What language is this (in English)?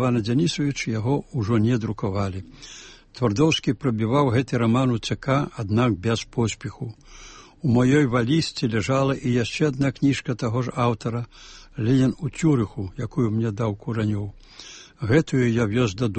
Belarusian